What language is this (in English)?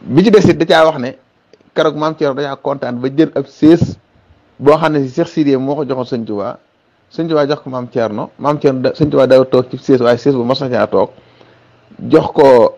Wolof